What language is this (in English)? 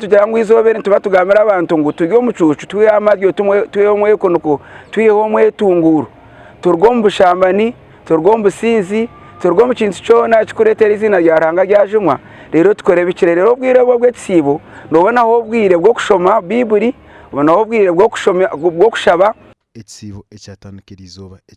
Nyankole